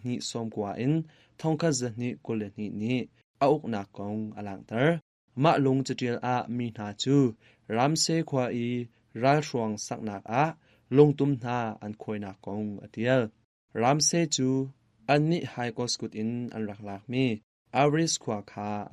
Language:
Hakha Chin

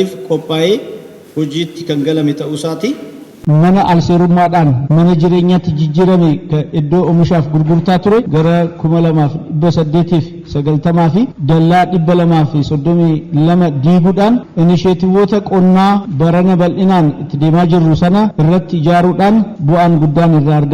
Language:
Oromo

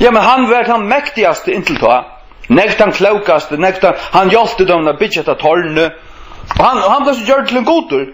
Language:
Faroese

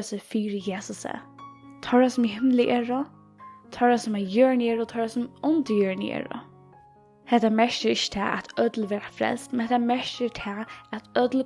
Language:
Faroese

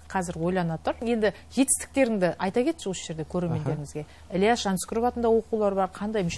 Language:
Kazakh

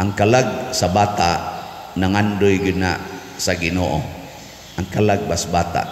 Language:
Cebuano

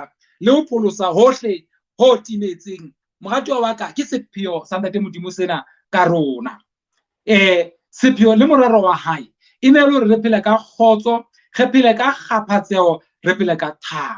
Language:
Southern Sotho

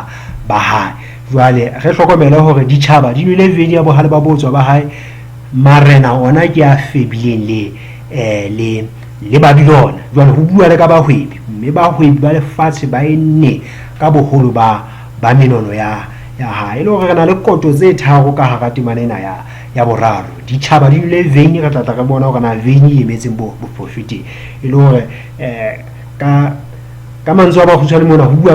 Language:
Southern Sotho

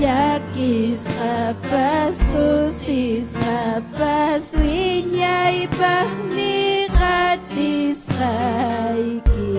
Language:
Ayacucho Quechua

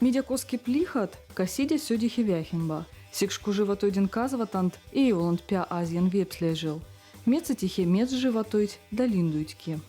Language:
Veps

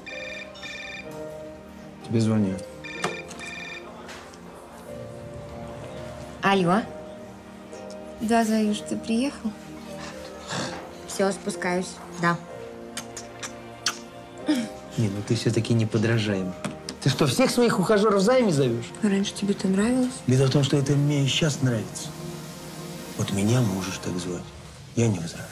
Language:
Russian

